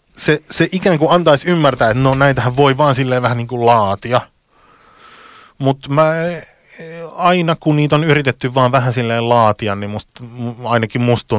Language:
Finnish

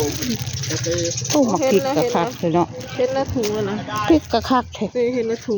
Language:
Northeastern Thai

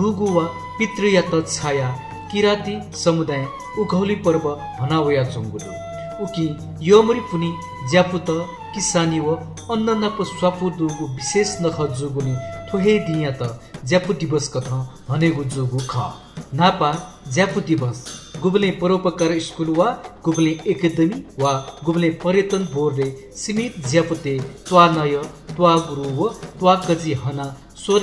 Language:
Newari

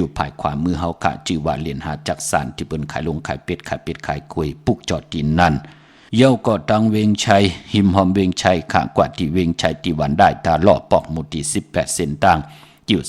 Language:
Shan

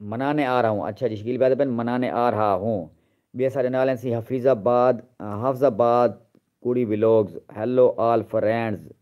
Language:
Saraiki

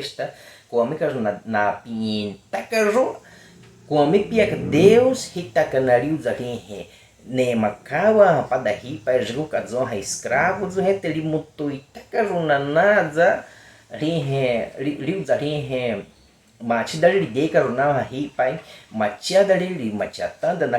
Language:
Baniwa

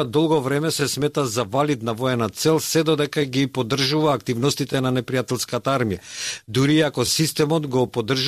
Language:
Macedonian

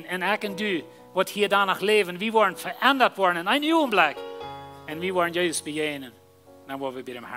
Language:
Plautdietsch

